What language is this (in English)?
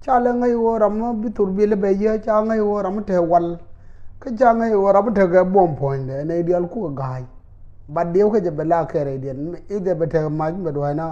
Nuer